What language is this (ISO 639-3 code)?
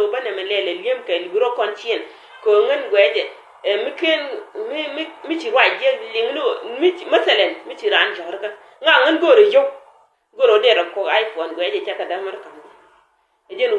nus